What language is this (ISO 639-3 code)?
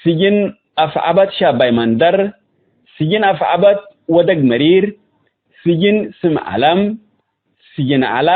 tig